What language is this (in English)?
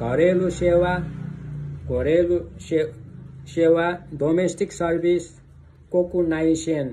Nepali